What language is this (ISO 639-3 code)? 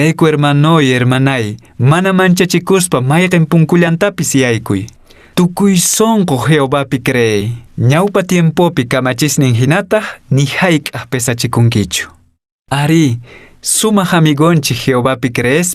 que